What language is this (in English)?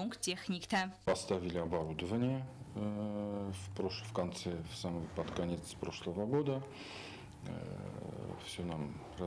Ossetic